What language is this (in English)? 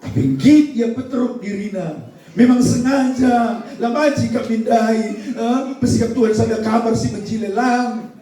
Batak Karo